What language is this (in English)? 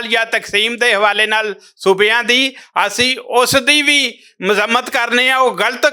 Western Panjabi